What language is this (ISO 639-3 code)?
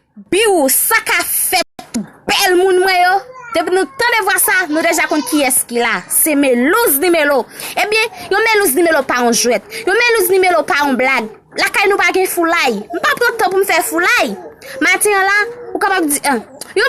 hat